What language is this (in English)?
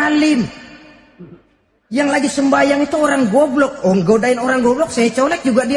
Indonesian